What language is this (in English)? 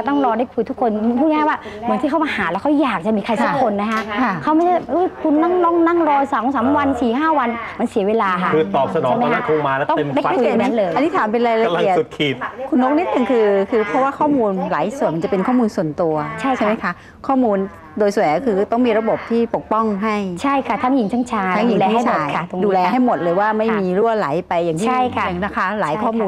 Thai